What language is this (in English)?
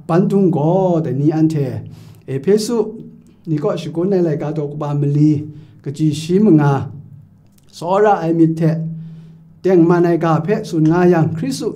Kachin